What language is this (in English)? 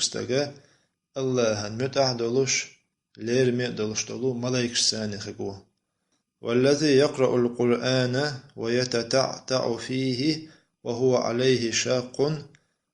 Chechen